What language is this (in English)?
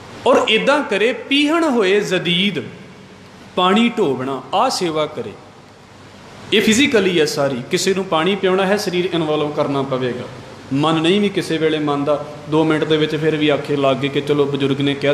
Punjabi